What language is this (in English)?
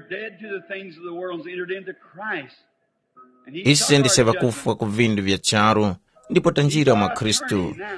Tumbuka